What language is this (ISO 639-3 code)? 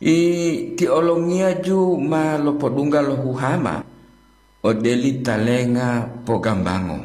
gor